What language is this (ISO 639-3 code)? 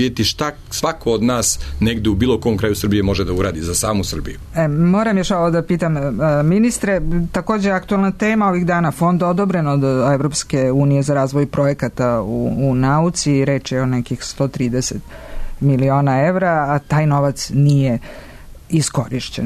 srp